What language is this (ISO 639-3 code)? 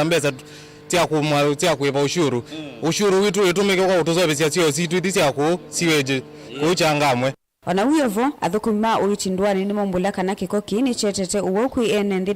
kam